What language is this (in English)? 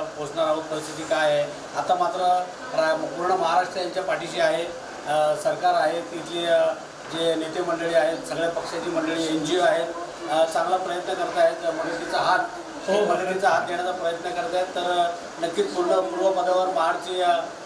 Marathi